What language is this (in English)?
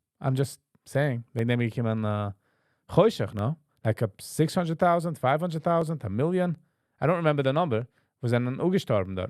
Yiddish